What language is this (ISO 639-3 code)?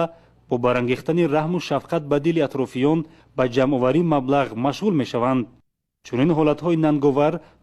tgk